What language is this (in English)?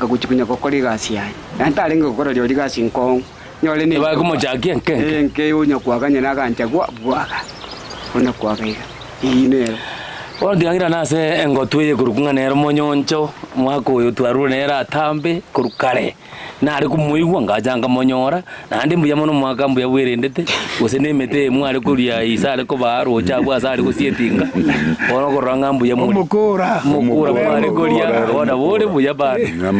Gusii